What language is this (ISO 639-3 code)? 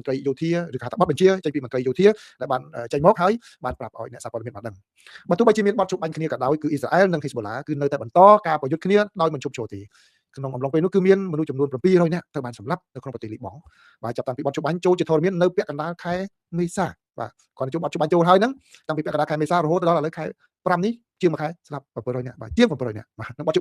khm